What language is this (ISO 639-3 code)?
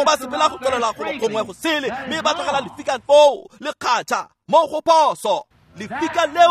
tsn